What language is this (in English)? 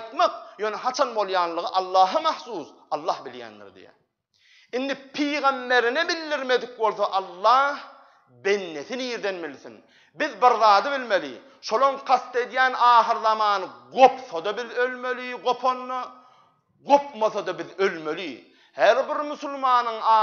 Turkmen